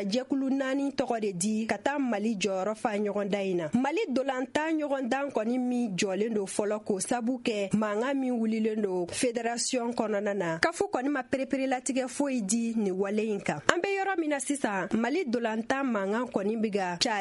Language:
Bambara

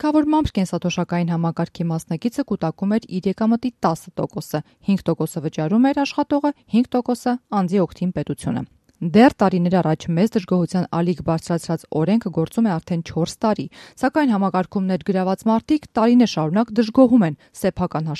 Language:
Armenian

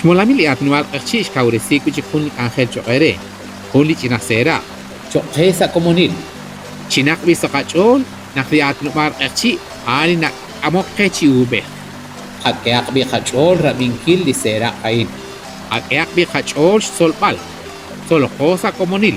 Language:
Kekchí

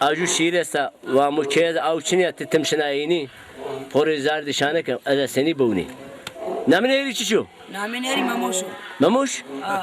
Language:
Zaza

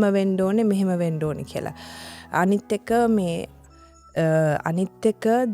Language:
Sinhala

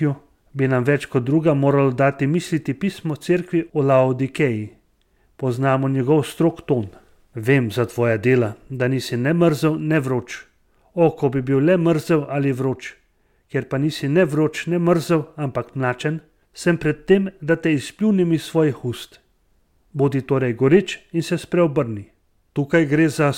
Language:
Slovenian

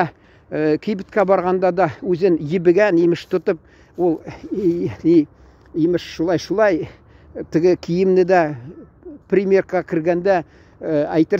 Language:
Tatar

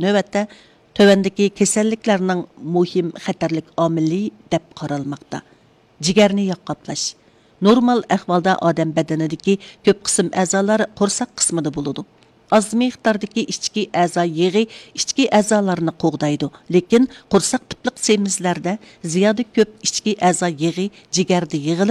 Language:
Uyghur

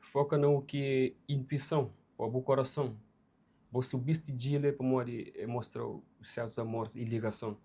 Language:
Kabuverdianu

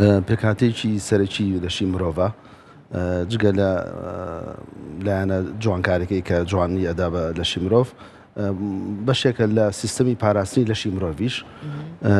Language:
Central Kurdish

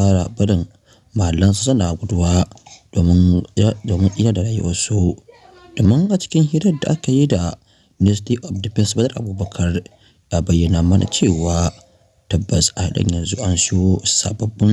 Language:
Hausa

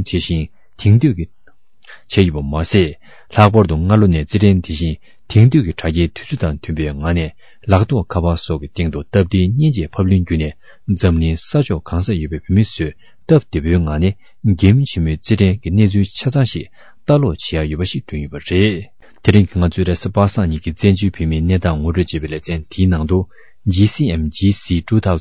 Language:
Tibetan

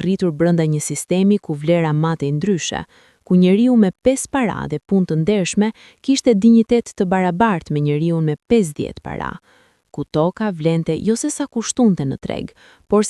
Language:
Albanian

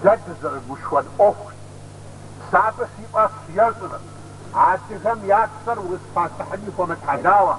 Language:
Kabardian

